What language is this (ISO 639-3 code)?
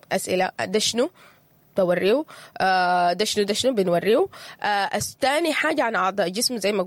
apd